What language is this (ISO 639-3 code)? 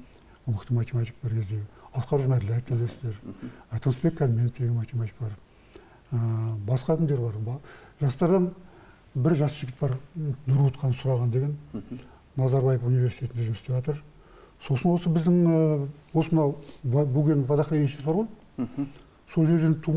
kaz